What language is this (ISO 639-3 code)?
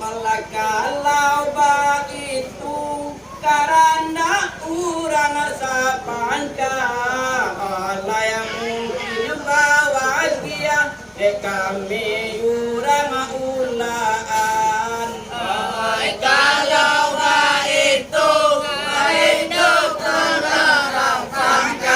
min